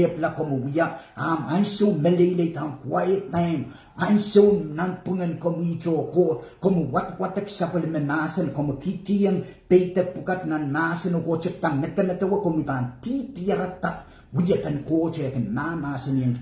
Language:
Pohnpeian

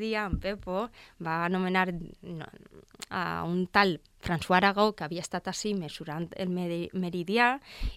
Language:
Catalan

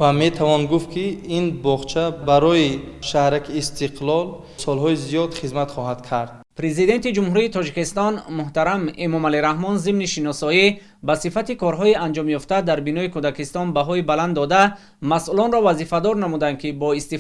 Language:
Tajik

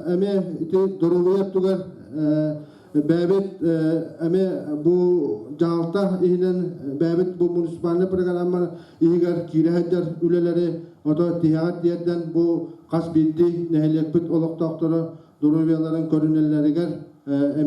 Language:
Yakut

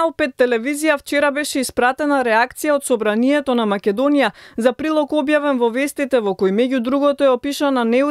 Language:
Macedonian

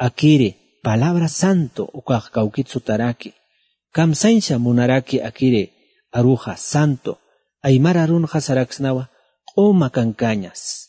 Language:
Aymara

